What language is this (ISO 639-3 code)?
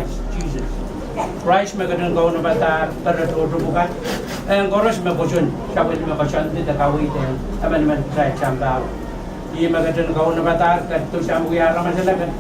pon